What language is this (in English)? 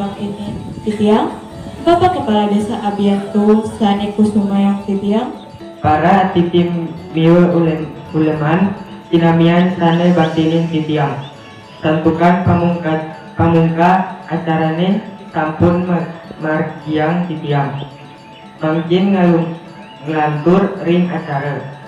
Balinese